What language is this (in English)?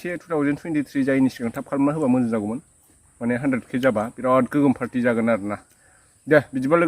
Bodo